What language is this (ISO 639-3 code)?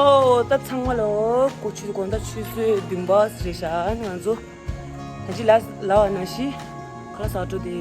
bod